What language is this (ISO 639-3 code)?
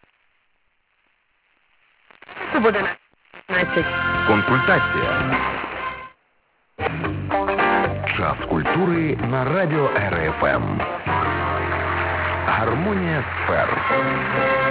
ukr